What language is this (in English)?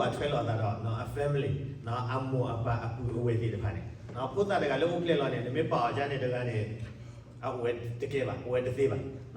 S'gaw Karen